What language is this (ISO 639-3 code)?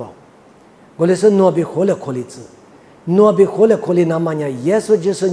lis